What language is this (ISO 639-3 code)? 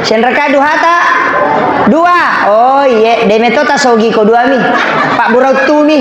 bug